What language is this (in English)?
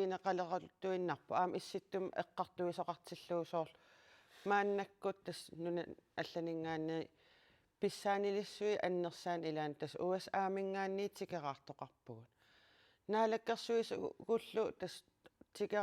Kalaallisut